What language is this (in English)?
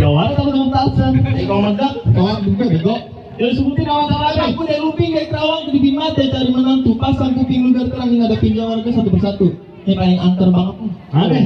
Betawi